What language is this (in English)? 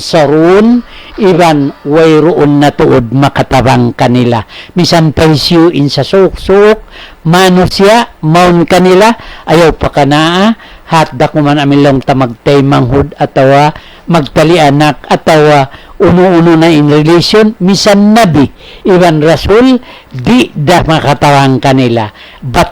Tausug